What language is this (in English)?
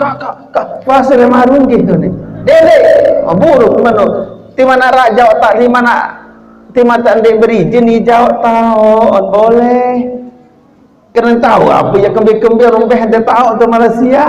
Sasak